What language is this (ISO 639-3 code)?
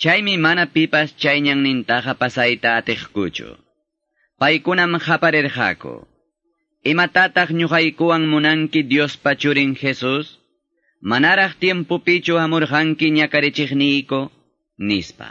que